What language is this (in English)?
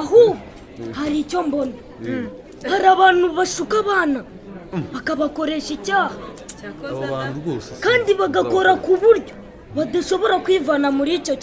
Kinyarwanda